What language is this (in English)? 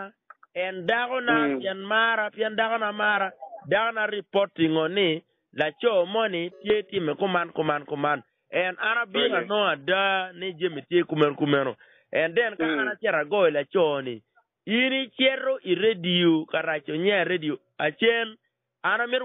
Acoli